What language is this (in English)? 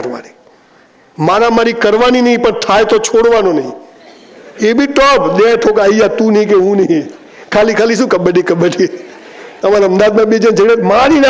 Gujarati